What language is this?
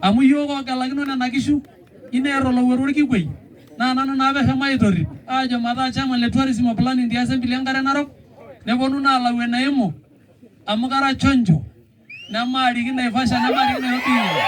Masai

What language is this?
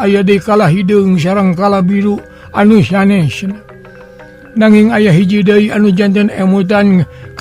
Sundanese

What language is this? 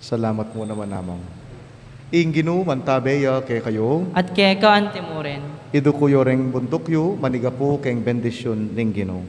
Pampanga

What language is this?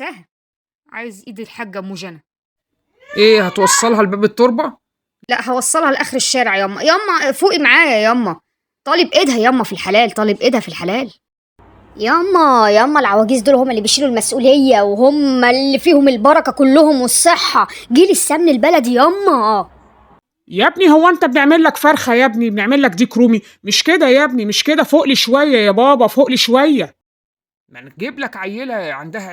Egyptian Arabic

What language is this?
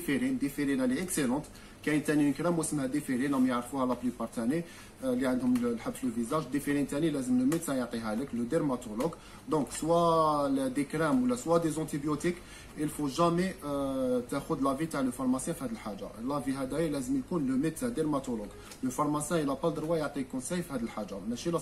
Algerian Arabic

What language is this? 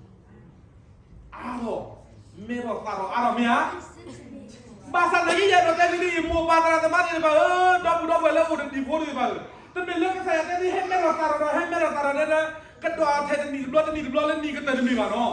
S'gaw Karen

